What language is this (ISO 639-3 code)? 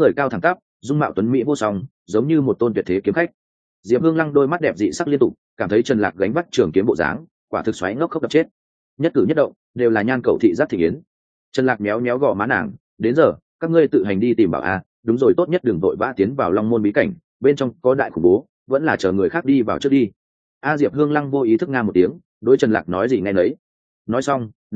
vie